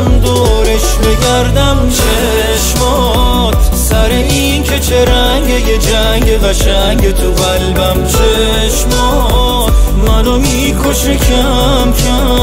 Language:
Persian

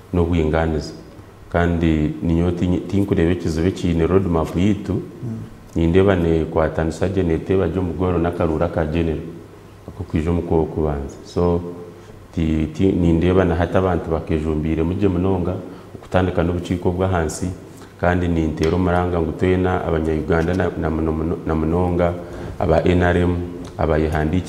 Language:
Nyankole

